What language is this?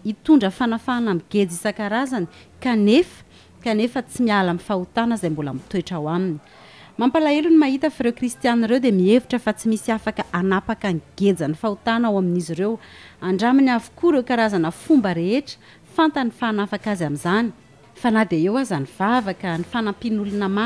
Malagasy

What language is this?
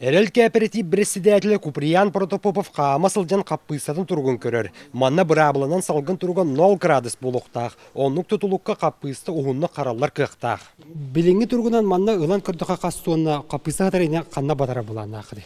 Yakut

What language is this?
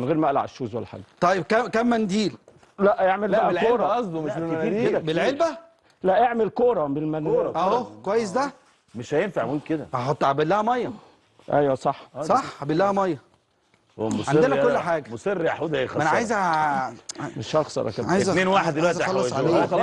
Egyptian Arabic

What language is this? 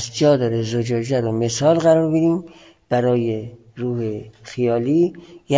Persian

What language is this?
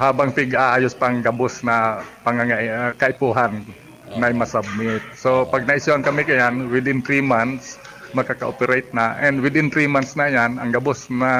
Bikol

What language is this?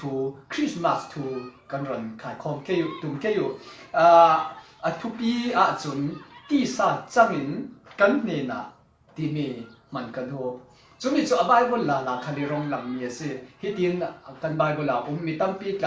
Falam Chin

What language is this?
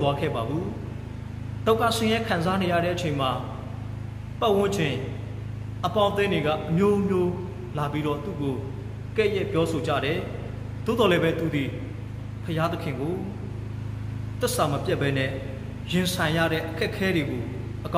Burmese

